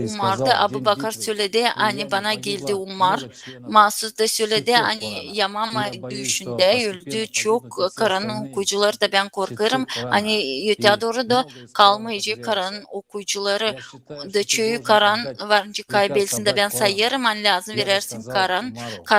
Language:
Gagauz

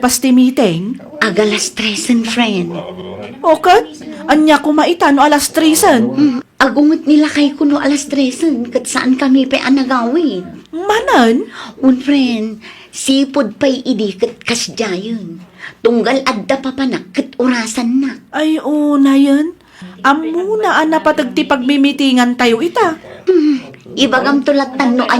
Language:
Iloko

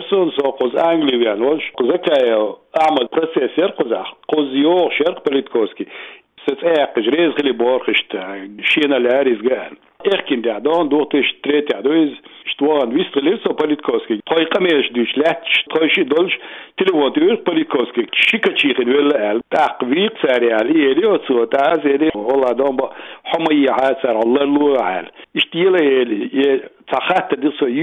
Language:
Chechen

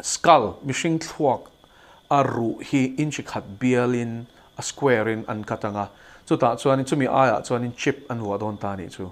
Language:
Mizo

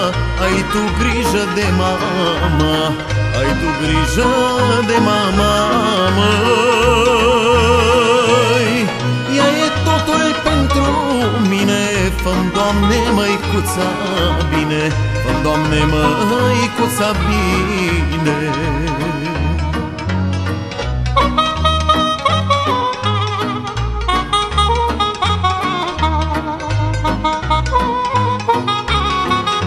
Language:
Romanian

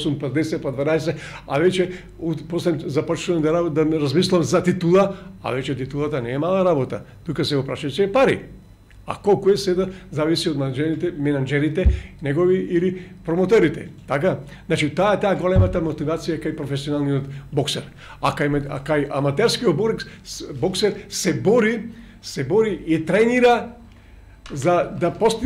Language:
Macedonian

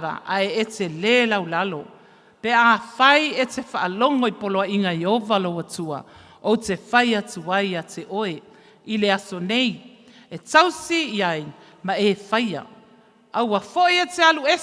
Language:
Samoan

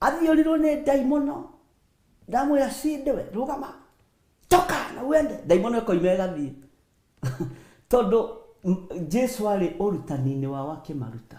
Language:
Kikuyu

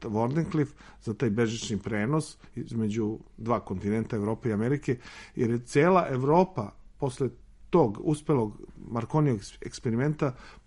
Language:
Serbian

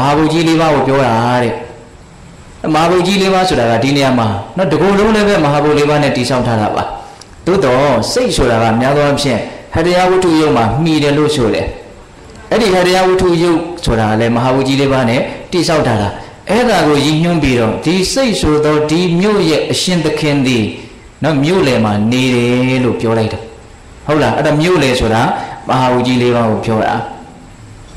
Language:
Burmese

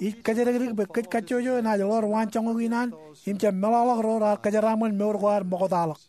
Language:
Marshallese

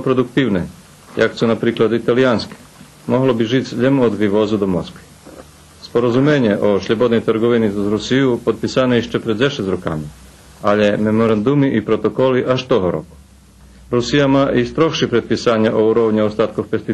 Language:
Rusyn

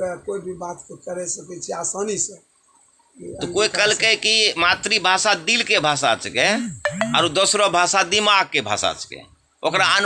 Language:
Angika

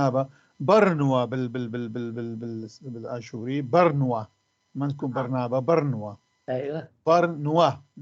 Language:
North Levantine Arabic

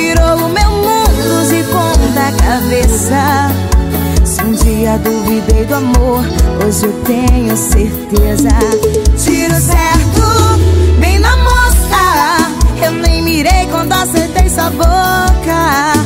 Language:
Portuguese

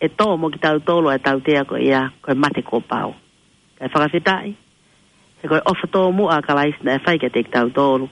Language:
Tongan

